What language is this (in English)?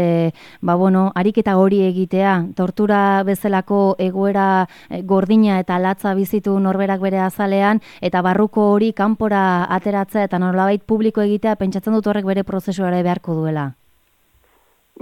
Basque